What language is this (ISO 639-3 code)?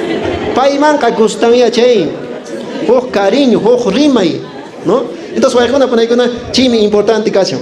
que